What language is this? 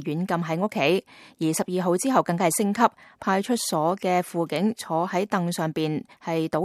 Cantonese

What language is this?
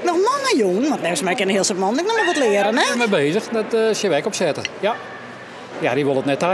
Western Frisian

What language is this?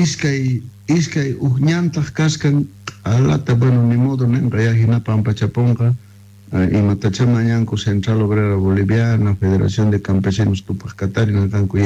Quechua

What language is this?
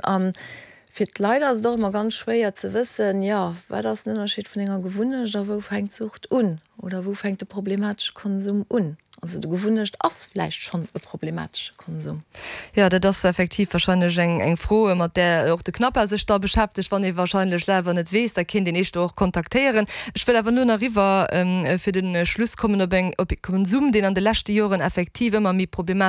Luxembourgish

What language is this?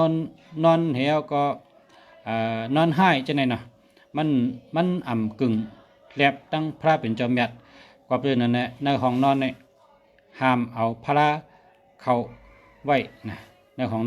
Shan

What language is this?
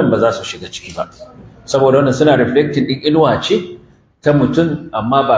Hausa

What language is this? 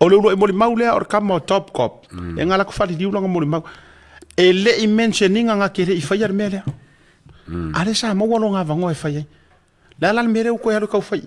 Samoan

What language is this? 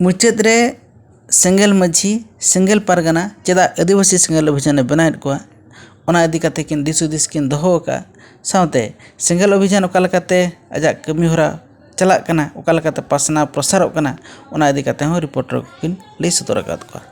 Santali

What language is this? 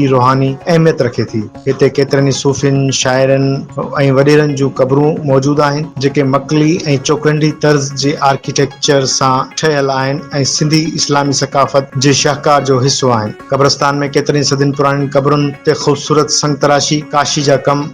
Sindhi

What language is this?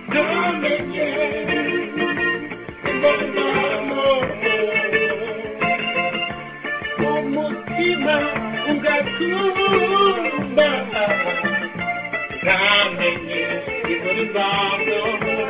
Kinyarwanda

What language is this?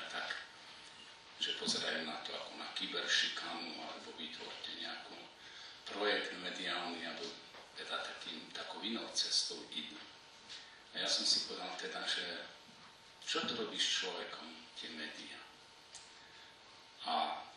Slovak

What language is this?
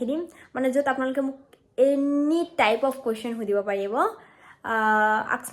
Assamese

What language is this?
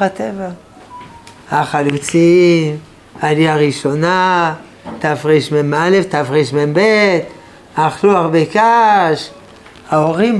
Hebrew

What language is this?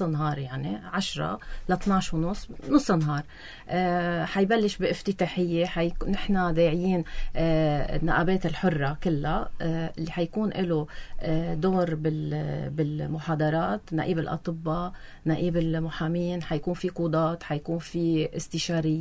North Levantine Arabic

